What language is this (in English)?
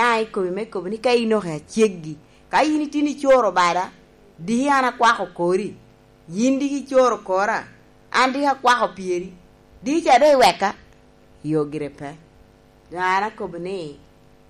Lango (Uganda)